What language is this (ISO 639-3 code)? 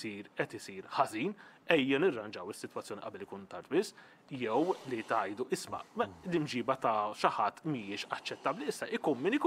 mlt